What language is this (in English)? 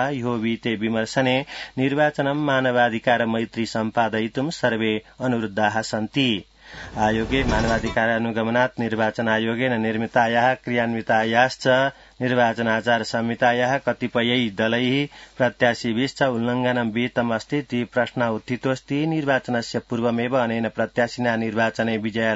Sanskrit